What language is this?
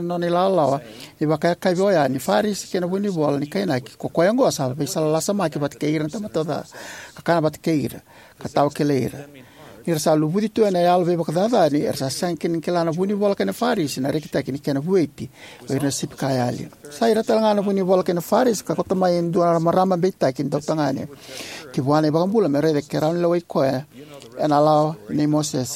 Fijian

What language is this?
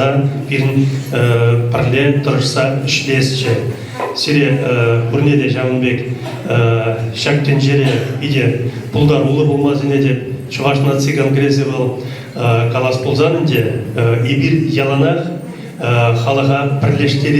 Chuvash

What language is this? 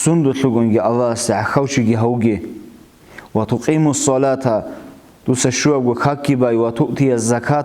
Avaric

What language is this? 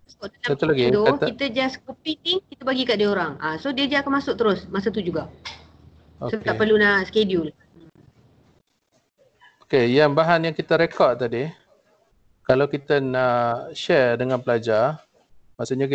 Malay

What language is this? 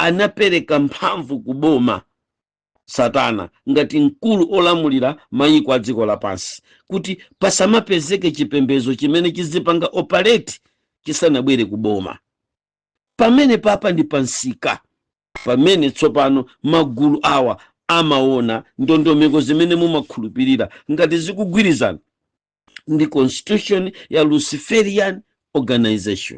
Nyanja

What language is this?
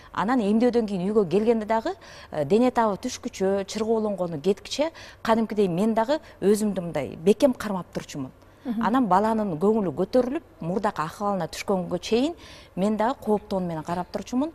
Kyrgyz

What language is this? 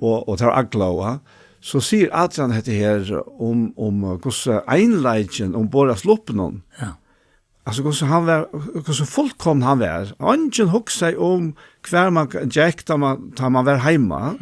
Faroese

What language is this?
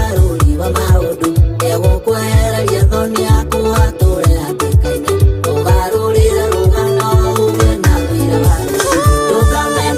Kikuyu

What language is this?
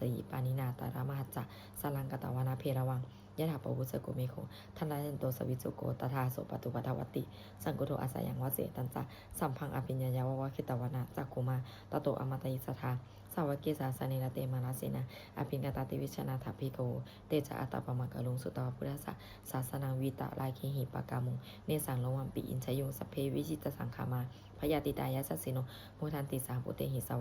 Pali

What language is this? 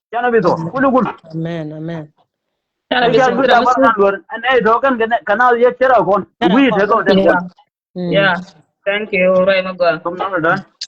Nuer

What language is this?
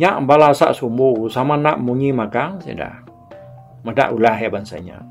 Iban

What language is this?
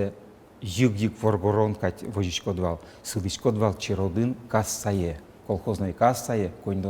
Udmurt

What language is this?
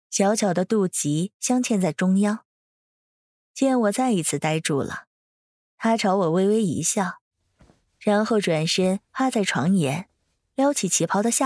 Chinese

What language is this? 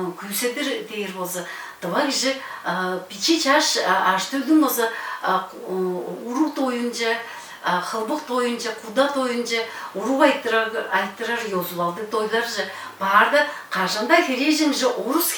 Tuvinian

